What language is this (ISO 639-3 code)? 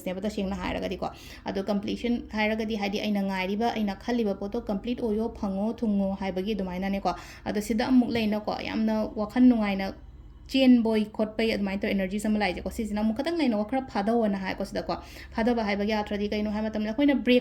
mni